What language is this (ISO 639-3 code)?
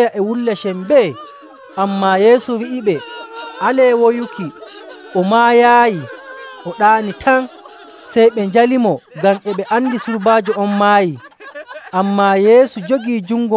fuv